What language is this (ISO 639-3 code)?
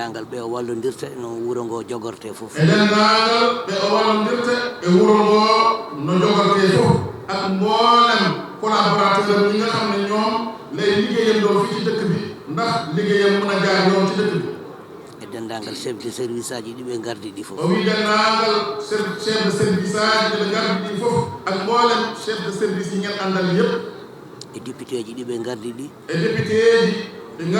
ful